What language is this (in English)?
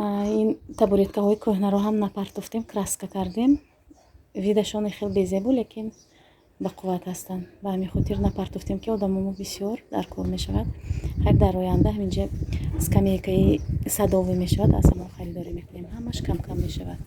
Tajik